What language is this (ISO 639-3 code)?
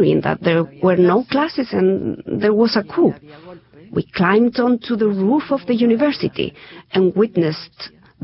eng